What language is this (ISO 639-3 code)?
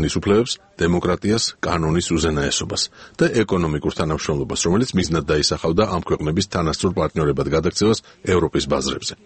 kat